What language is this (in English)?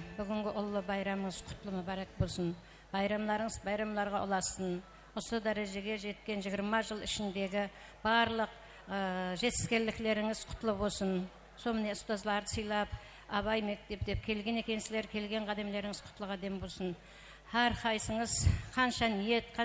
Kara-Kalpak